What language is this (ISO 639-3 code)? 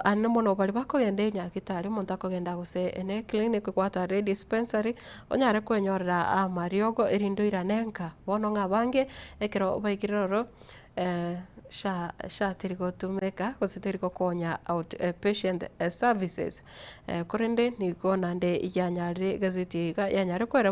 guz